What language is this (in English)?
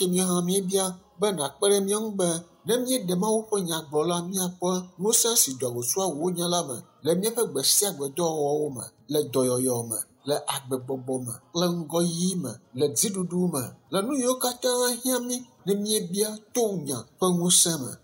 Ewe